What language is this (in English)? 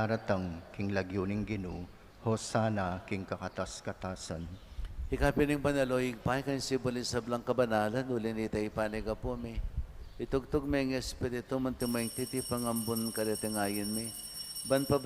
Pampanga